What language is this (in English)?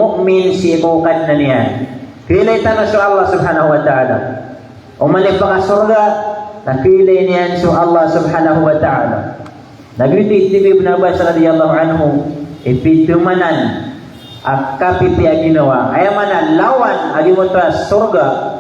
Maranao